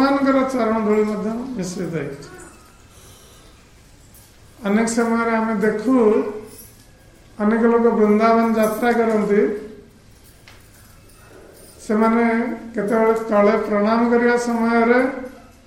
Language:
Odia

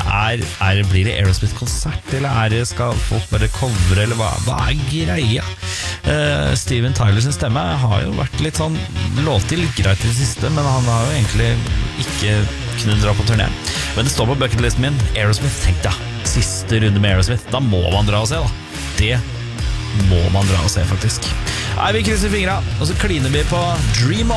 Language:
Norwegian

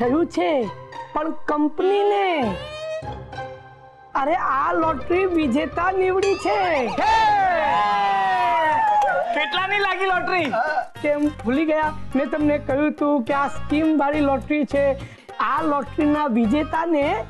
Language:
Gujarati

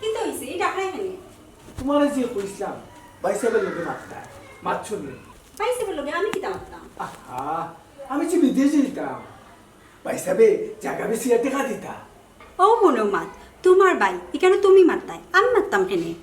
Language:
Sylheti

